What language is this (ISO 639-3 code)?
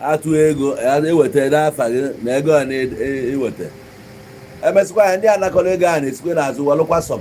ibo